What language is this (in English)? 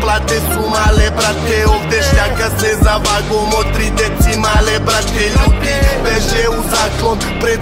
Serbian